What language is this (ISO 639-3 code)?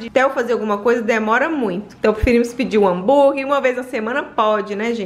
por